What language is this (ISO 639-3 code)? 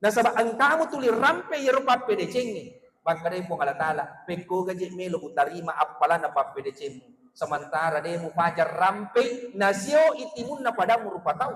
bug